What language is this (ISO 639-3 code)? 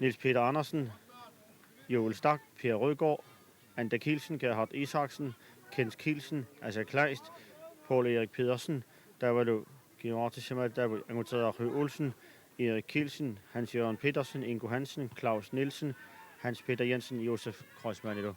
kal